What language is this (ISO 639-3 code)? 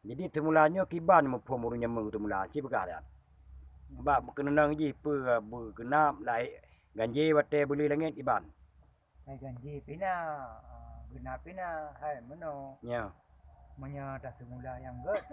ace